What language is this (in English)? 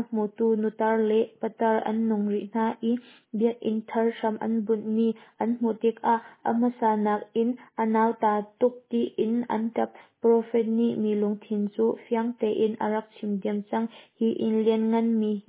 Hakha Chin